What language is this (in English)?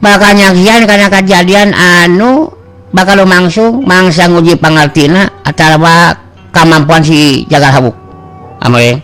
Sundanese